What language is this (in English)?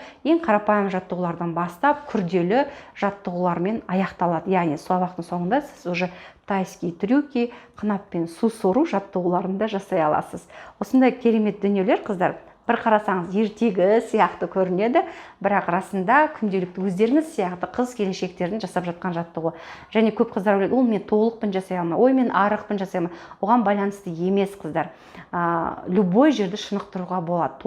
Kazakh